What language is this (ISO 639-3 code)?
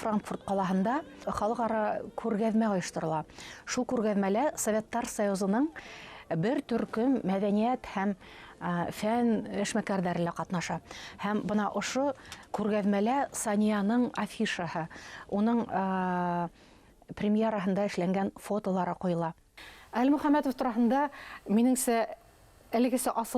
bak